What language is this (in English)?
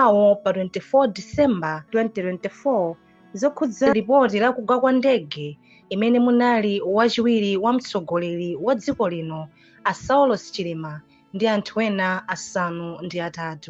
Nyanja